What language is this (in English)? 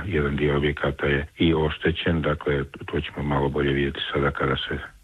Croatian